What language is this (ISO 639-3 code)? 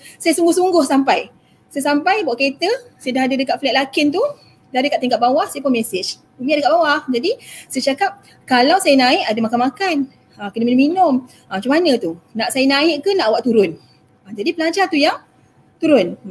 msa